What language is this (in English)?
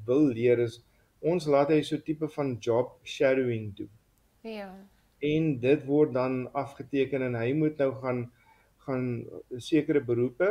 Afrikaans